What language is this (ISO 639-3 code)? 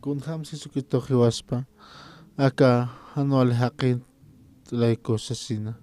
aym